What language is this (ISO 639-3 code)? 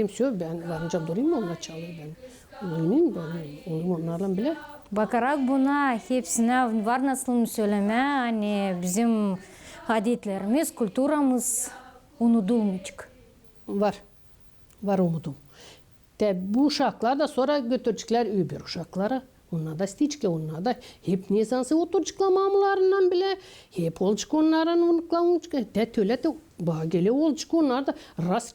gag